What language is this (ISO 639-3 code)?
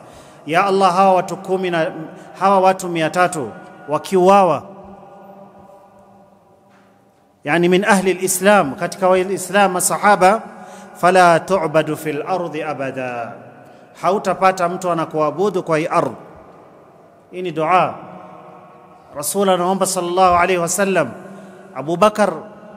swa